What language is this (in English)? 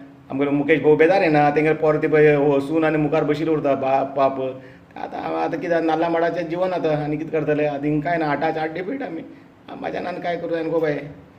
Konkani